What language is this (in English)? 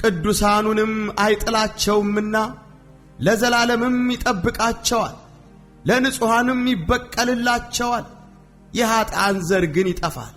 Amharic